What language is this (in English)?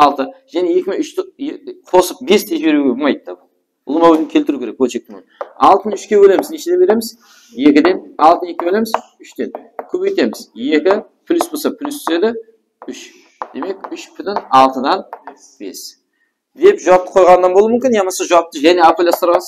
Kara-Kalpak